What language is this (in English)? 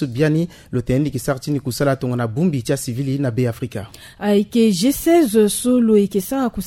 Sango